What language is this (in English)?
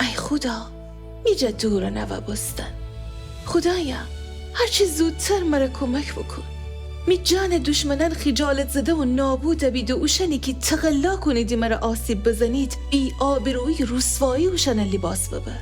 Gilaki